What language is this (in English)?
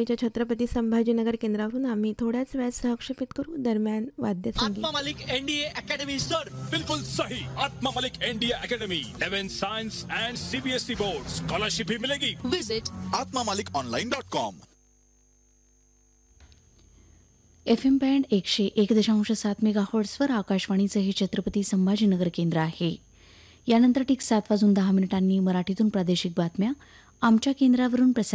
Marathi